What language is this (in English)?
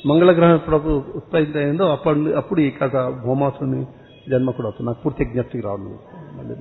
Telugu